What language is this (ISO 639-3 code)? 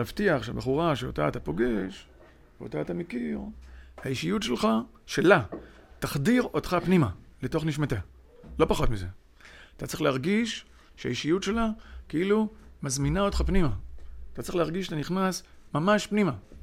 heb